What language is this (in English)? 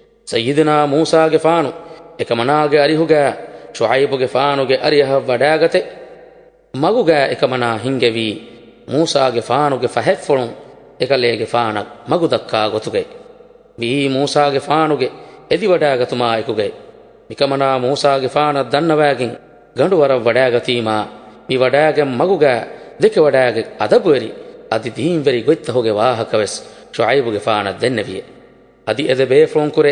Divehi